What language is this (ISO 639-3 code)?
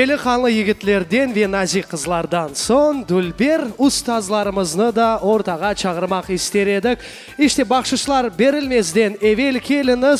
crh